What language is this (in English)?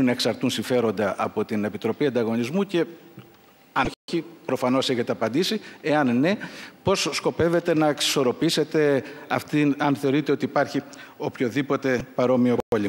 Greek